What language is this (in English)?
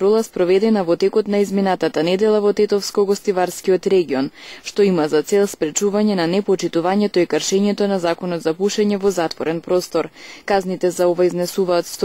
Macedonian